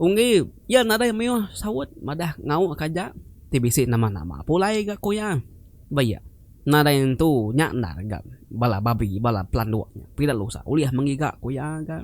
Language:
Iban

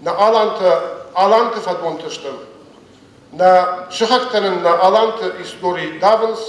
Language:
Ossetic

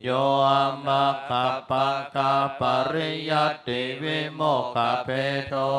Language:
Pali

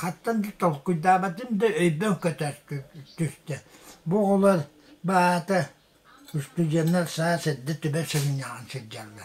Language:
Yakut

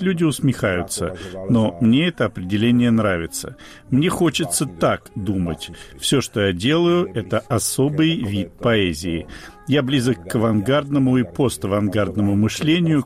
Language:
Russian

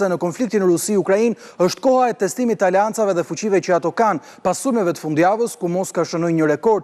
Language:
Albanian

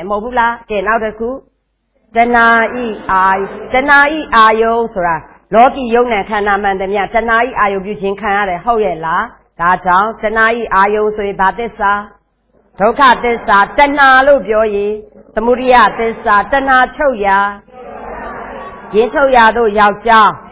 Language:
Burmese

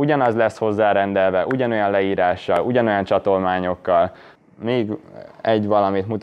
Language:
Hungarian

